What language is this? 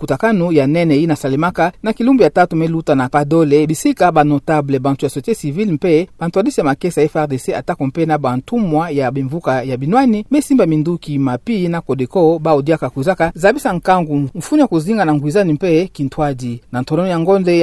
Kituba (Democratic Republic of Congo)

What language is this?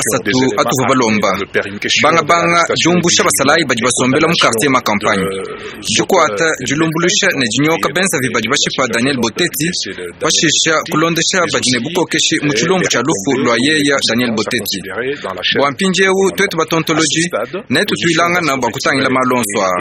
Luba-Lulua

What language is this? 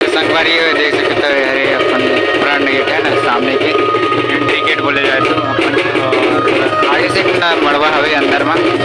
Chhattisgarhi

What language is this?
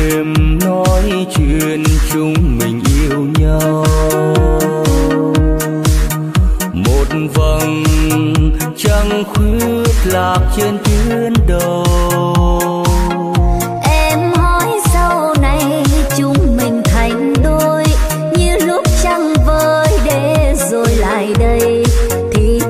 Vietnamese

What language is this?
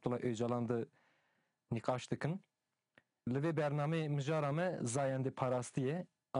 Kurdish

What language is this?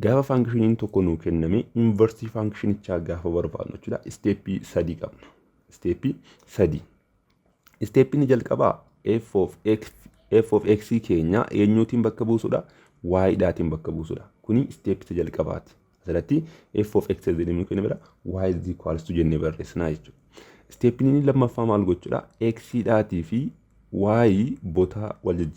Oromo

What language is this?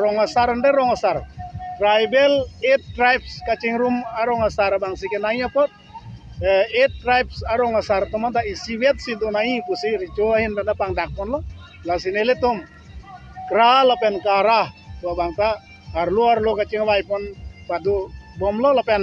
Karbi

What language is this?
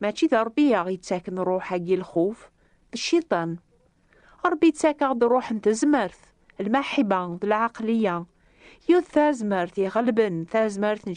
Kabyle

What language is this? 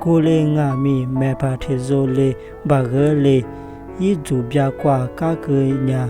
Lisu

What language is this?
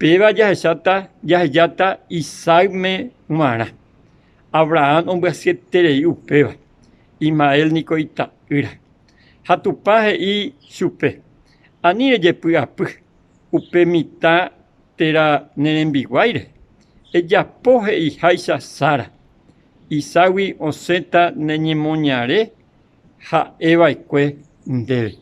Guarani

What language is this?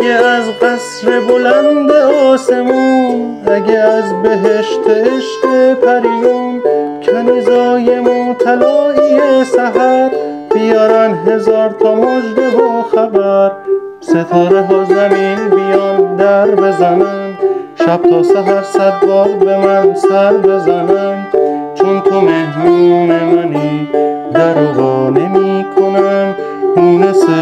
Persian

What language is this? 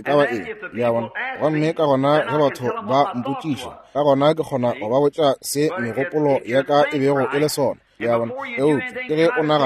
Northern Sotho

